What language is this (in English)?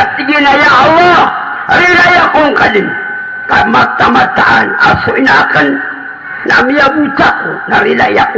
Maranao